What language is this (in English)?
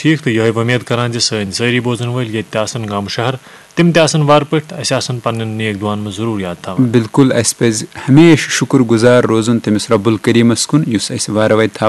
Kashmiri